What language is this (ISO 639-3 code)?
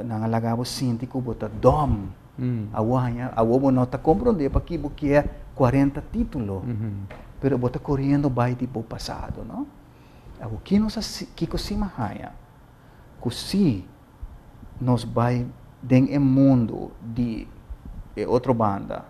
pap